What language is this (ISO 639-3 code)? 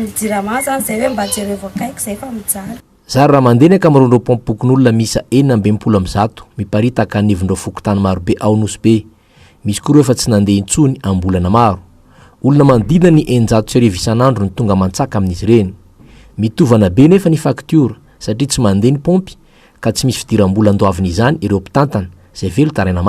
mlg